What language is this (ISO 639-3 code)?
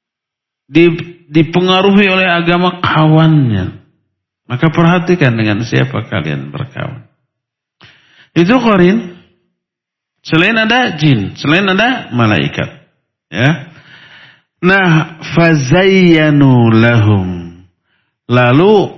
ind